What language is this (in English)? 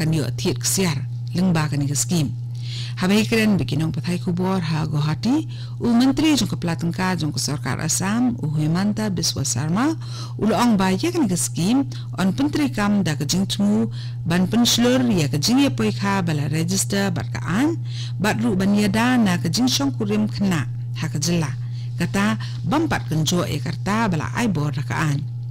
Khasi